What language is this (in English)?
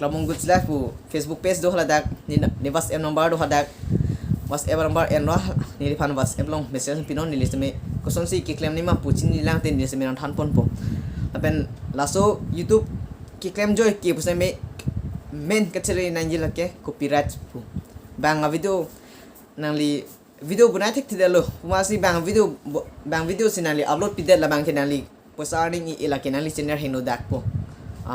Karbi